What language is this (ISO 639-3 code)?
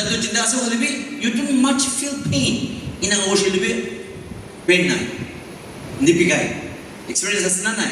nag